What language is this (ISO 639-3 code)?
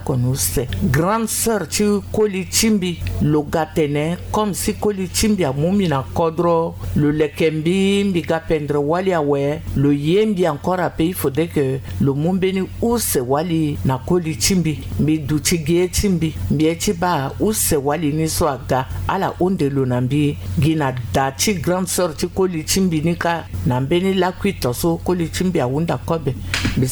sag